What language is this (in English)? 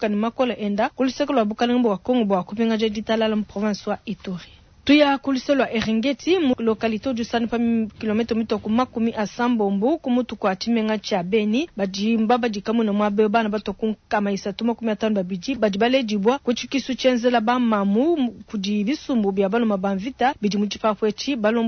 Luba-Lulua